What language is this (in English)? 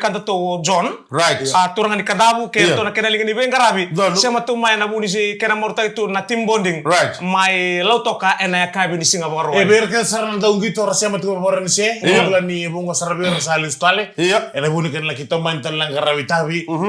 Fijian